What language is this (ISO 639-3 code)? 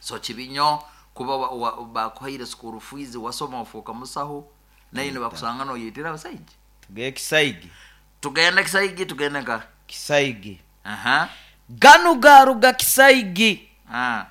nyo